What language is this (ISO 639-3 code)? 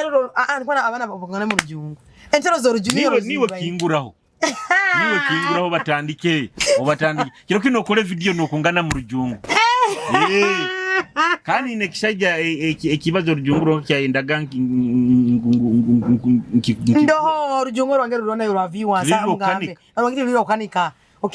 nyo